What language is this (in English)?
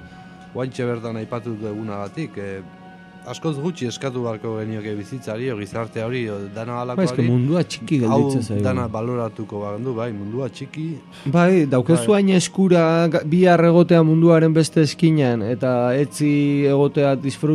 Basque